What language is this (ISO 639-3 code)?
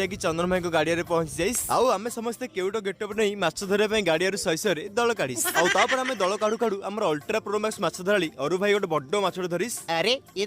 ori